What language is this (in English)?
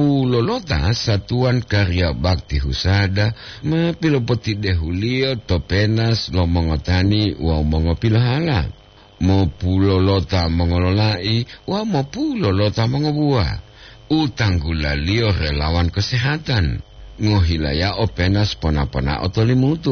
Gorontalo